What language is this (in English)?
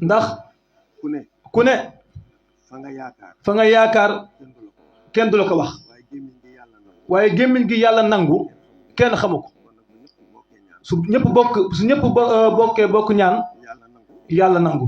Wolof